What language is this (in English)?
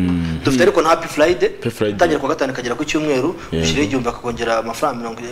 Kinyarwanda